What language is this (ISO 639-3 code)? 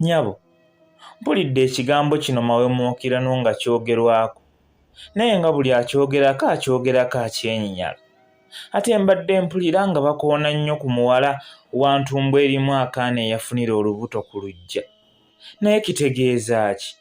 lug